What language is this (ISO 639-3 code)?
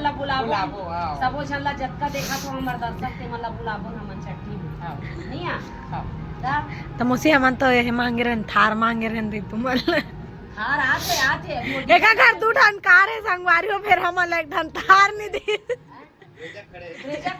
hne